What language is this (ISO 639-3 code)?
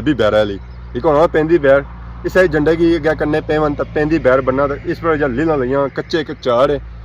phr